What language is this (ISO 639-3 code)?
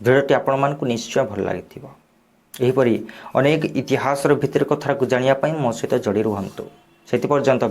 ori